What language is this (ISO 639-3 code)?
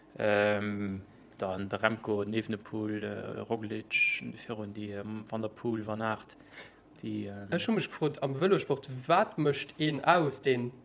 ltz